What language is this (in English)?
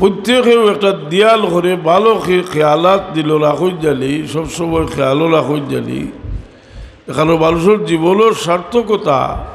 Sylheti